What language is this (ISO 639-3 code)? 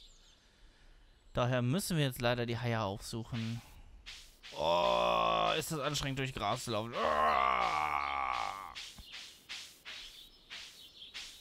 deu